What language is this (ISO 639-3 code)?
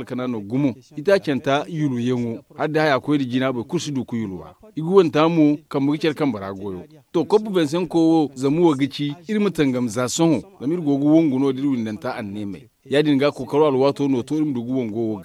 dje